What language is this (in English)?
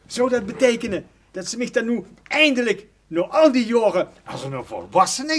Limburgish